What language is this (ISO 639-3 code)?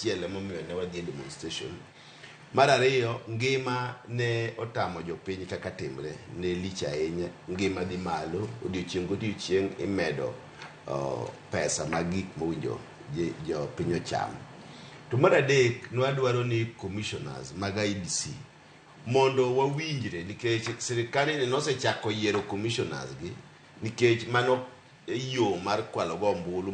luo